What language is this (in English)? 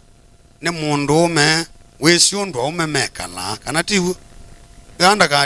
Kamba